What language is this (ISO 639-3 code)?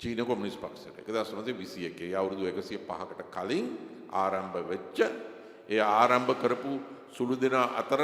sin